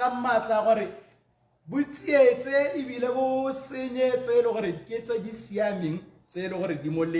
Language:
Tswana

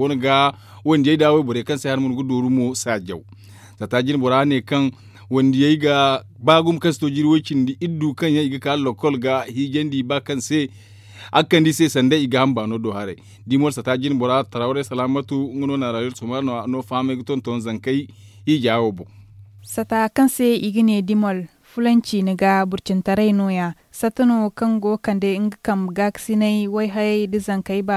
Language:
Zarma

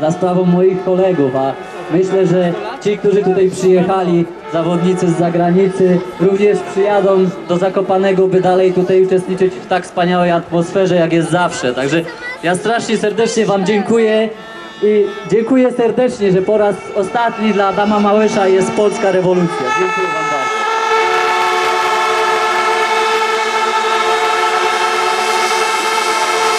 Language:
Polish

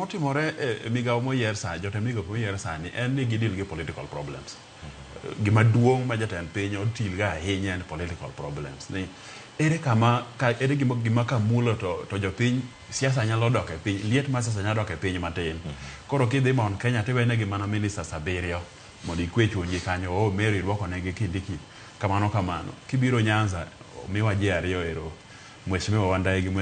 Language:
Luo (Kenya and Tanzania)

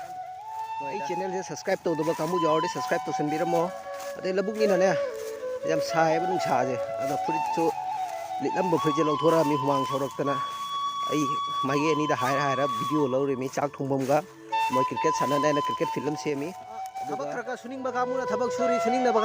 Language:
Manipuri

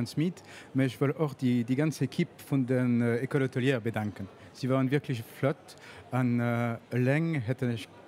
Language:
Luxembourgish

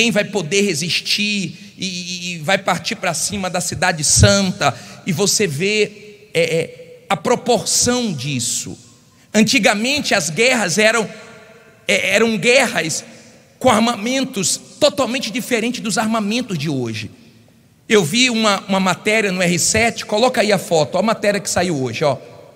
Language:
Portuguese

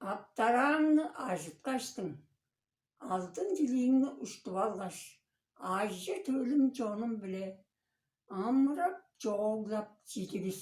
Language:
Tuvinian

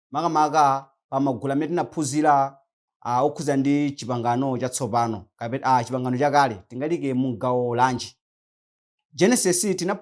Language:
Nyanja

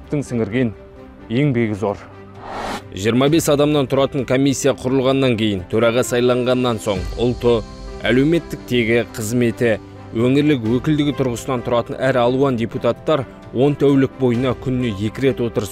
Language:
Kazakh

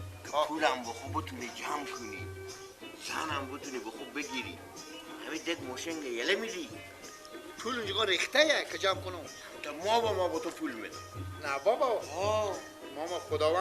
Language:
Persian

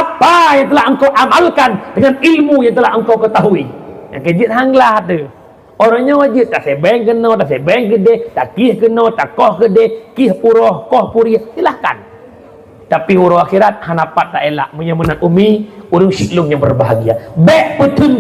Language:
Achinese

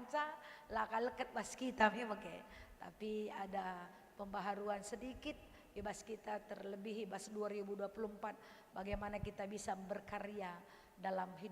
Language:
Batak Karo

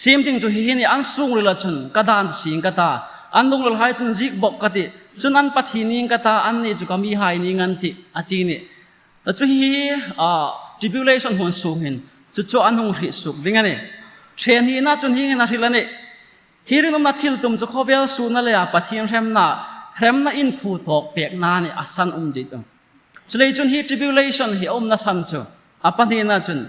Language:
Hmar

